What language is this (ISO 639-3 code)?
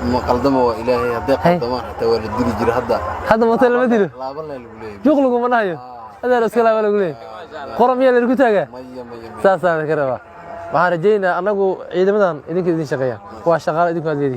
som